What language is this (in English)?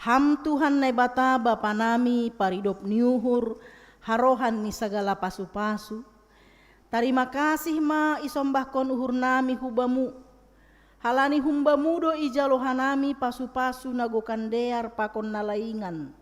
Batak Simalungun